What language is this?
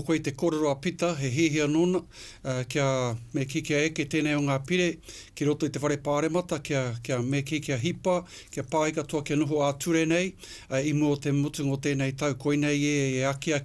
Māori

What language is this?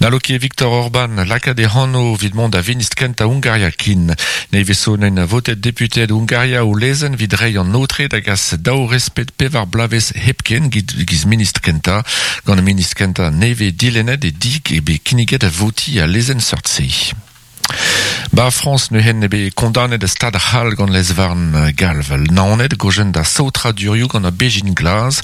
Breton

